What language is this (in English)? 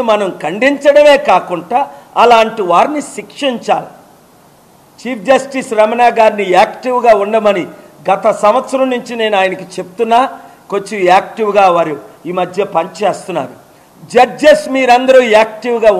Telugu